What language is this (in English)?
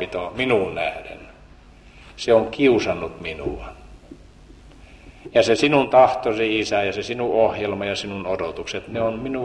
Finnish